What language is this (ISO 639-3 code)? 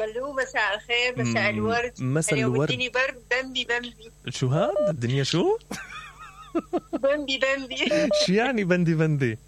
acm